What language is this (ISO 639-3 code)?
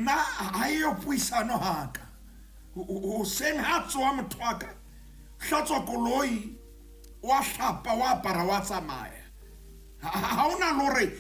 sot